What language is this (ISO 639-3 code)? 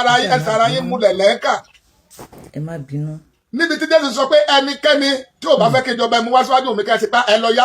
yor